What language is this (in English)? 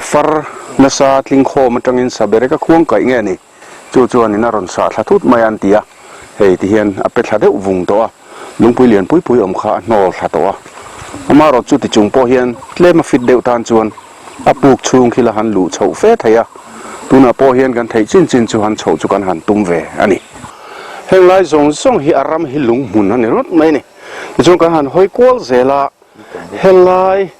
Mizo